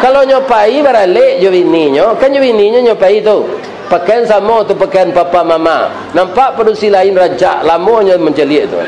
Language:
Minangkabau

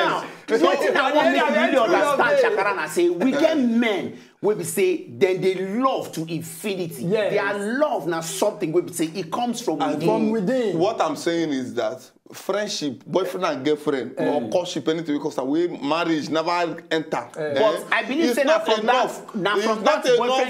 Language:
Nigerian Pidgin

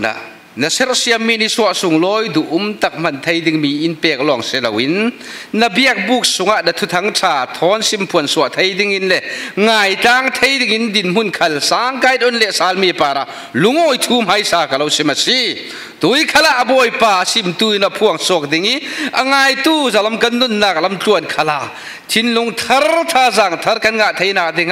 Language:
Falam Chin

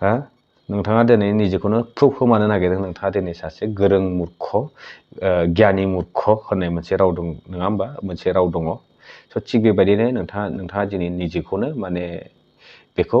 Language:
Bodo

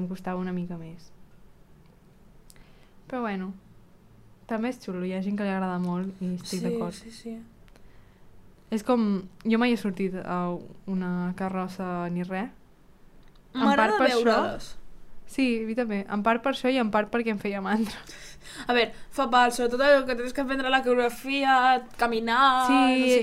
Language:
Catalan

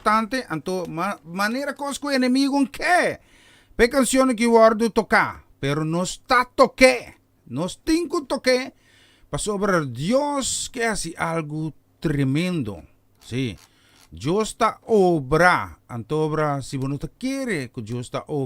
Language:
Papiamento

